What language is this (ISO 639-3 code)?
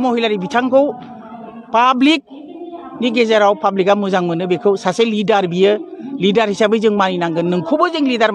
brx